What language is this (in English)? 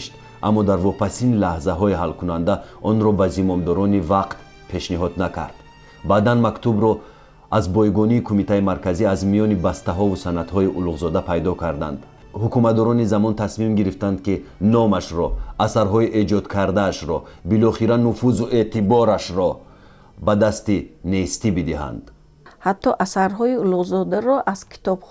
Tajik